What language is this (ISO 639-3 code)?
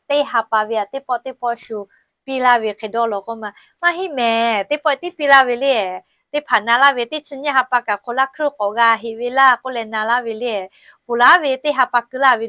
lhu